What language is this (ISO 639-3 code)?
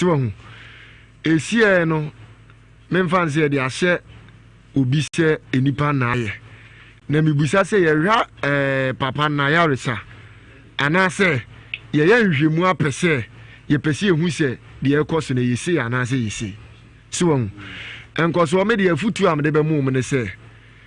aka